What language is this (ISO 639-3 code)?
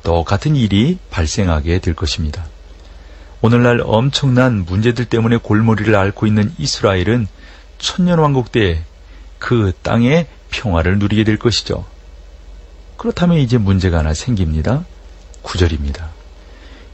kor